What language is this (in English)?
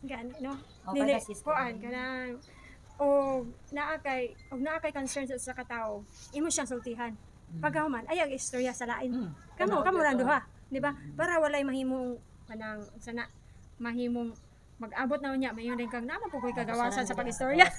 Cebuano